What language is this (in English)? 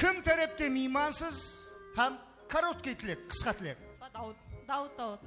Kara-Kalpak